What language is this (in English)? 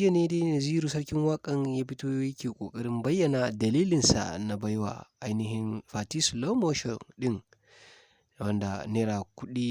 Hausa